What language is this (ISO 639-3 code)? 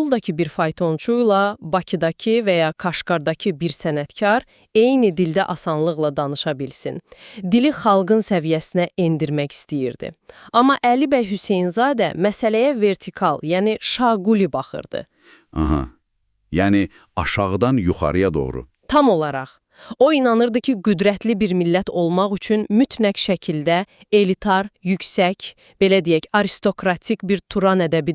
aze